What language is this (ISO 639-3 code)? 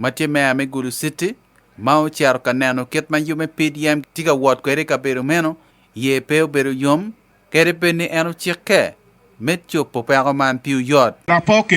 ach